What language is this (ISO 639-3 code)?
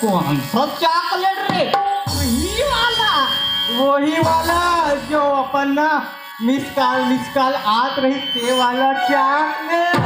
hne